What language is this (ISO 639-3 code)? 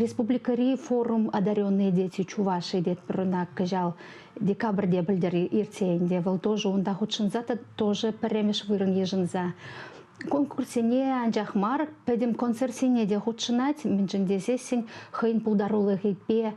chv